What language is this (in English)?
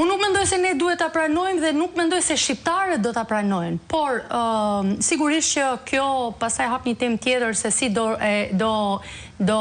Albanian